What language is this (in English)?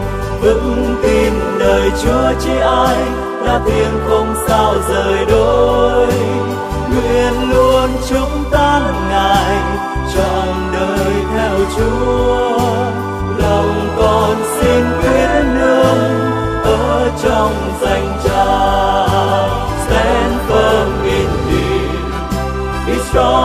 Vietnamese